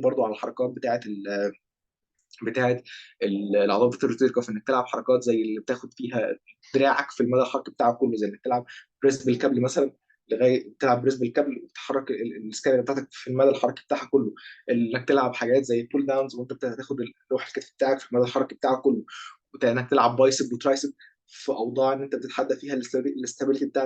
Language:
Egyptian Arabic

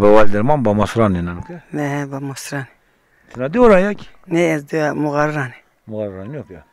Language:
Zaza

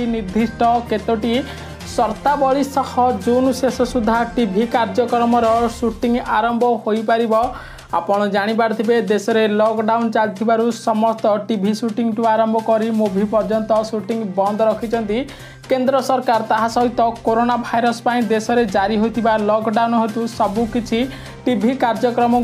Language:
Odia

